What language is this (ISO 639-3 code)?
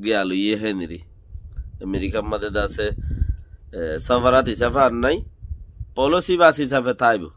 rhg